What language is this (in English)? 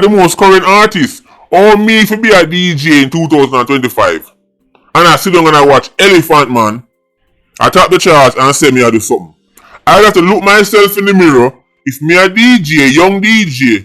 Jamaican Creole English